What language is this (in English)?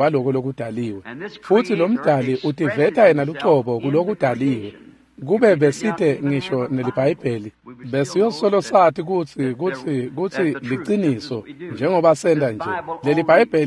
Swati